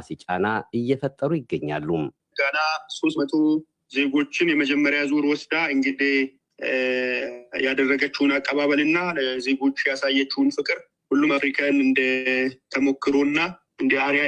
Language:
Amharic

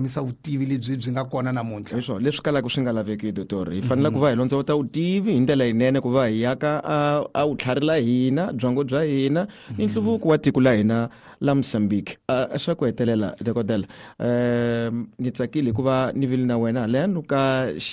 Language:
Tsonga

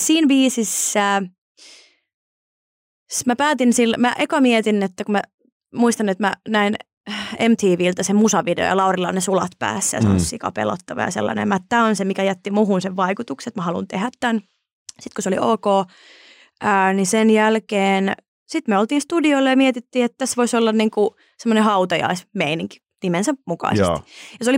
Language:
Finnish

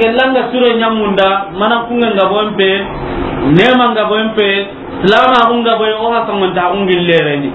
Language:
Soninke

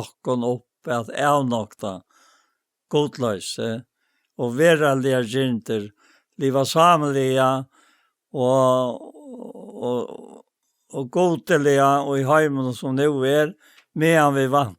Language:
Faroese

